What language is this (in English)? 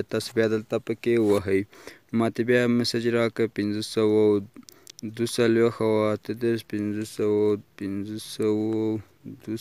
Pashto